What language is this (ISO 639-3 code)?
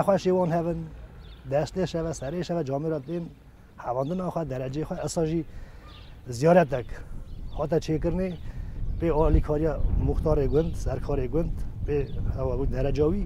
kur